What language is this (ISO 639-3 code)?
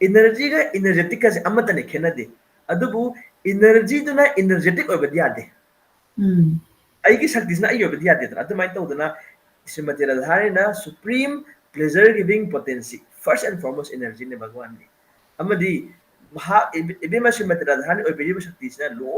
mni